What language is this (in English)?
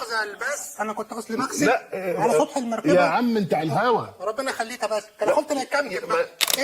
Egyptian Arabic